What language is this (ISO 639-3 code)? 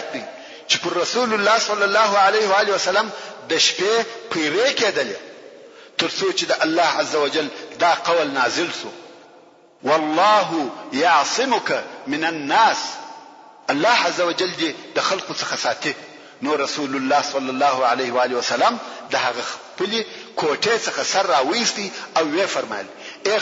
pus